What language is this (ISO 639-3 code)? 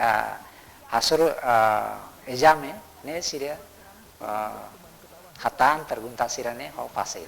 tet